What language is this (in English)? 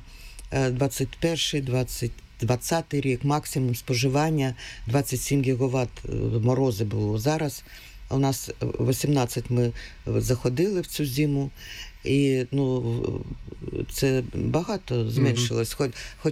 Ukrainian